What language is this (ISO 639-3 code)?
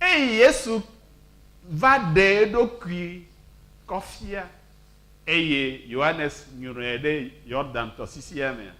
ewe